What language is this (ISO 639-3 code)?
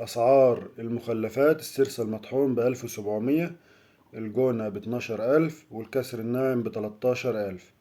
arz